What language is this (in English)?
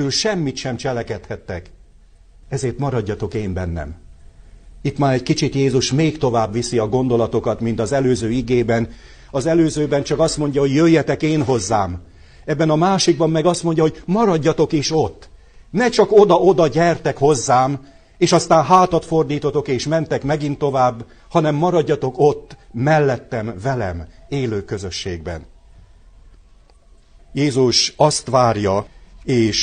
Hungarian